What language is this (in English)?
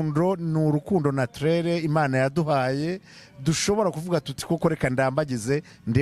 Kinyarwanda